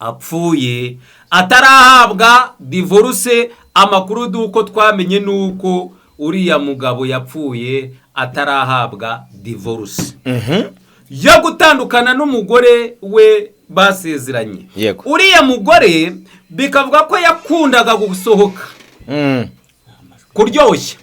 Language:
Kinyarwanda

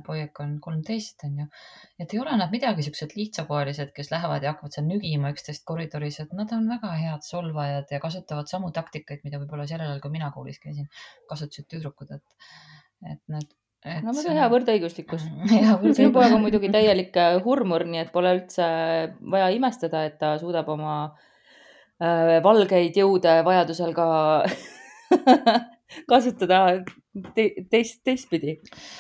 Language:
Estonian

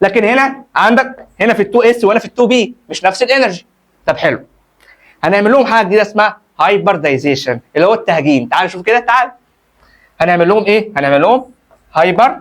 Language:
Egyptian Arabic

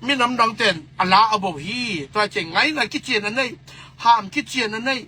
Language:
Tedim Chin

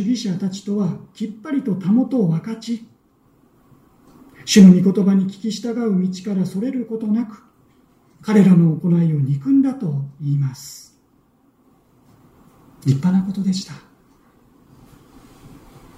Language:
Japanese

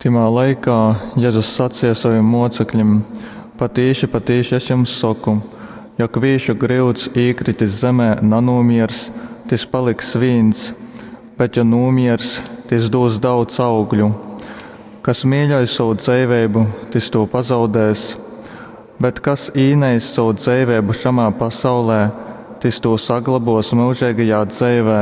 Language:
Latgalian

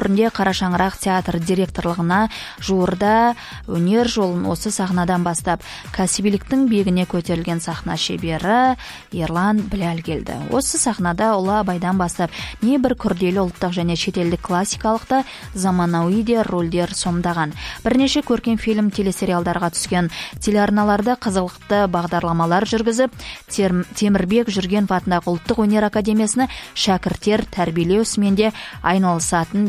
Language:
Kazakh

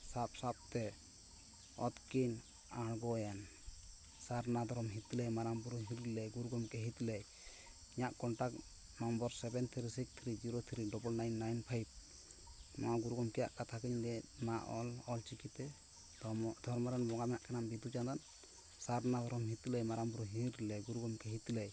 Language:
Santali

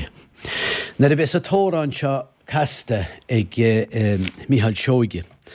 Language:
Irish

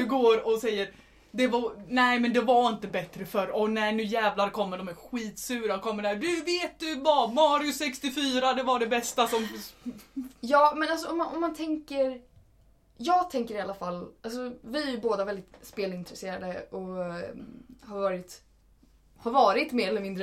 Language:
Swedish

